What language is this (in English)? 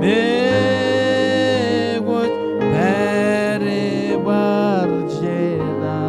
Marshallese